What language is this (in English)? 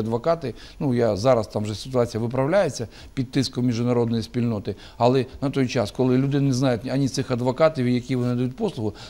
Ukrainian